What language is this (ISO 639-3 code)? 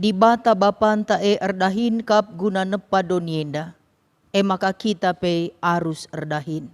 btx